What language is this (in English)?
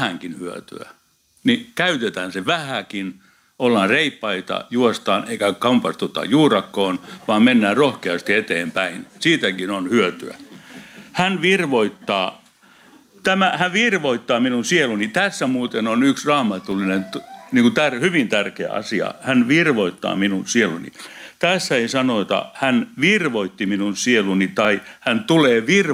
Finnish